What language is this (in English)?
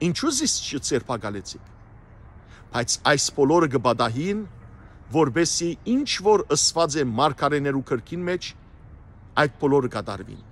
Western Armenian